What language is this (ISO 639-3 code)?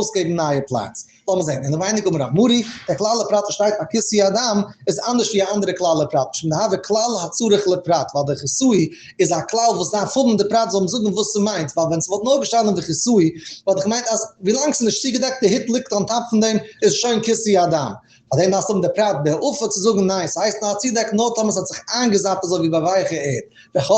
yid